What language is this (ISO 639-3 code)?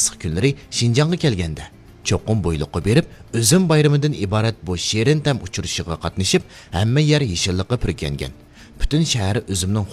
uig